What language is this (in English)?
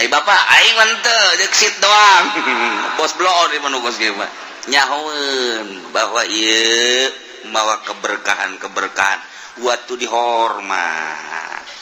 Sundanese